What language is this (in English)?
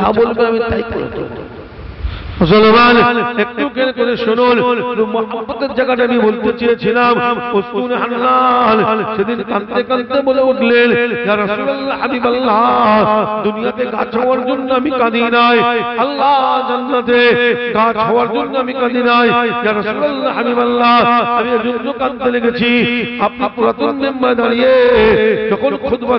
Bangla